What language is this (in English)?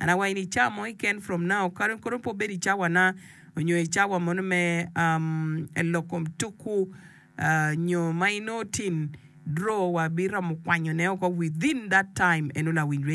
Acoli